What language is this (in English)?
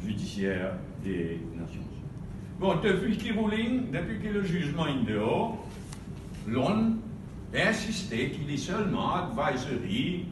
Morisyen